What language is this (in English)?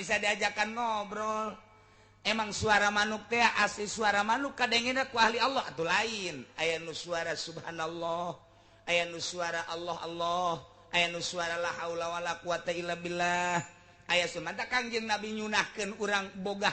Sundanese